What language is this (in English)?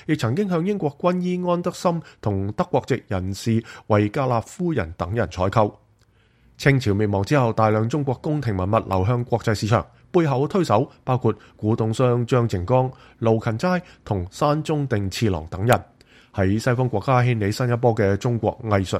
Cantonese